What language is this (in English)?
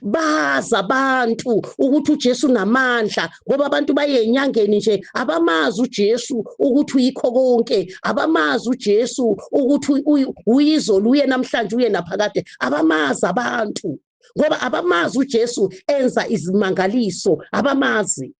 Zulu